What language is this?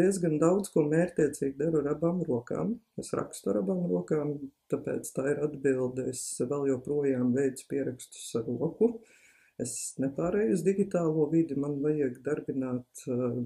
Latvian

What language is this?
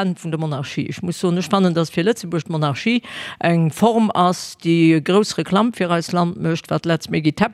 Luxembourgish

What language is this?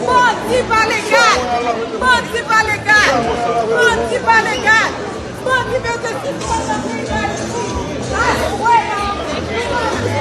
Haitian Creole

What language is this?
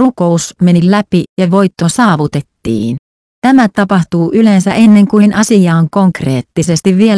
Finnish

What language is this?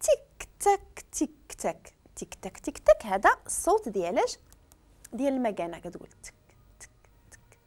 Moroccan Arabic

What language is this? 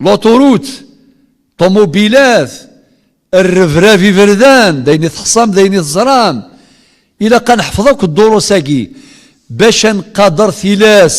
Kabyle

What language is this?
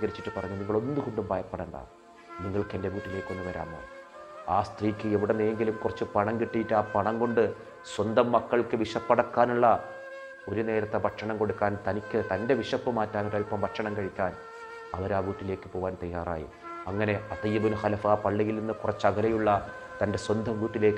Malayalam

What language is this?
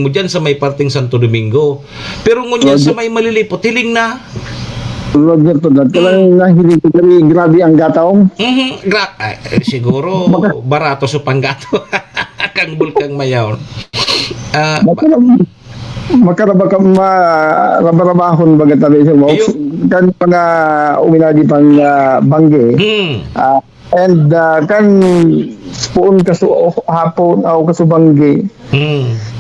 Bikol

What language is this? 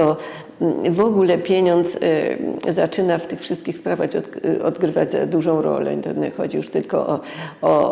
Polish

